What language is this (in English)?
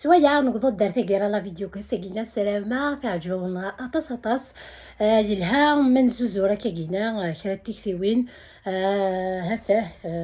Kabyle